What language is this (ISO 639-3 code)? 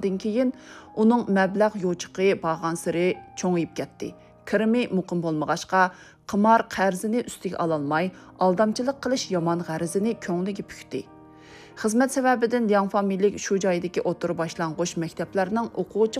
uig